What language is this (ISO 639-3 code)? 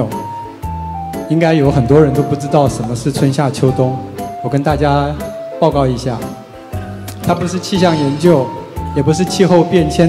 zho